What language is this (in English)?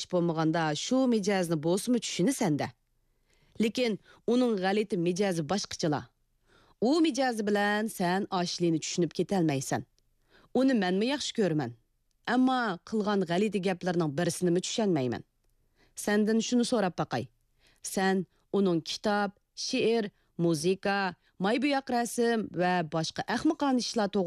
Uyghur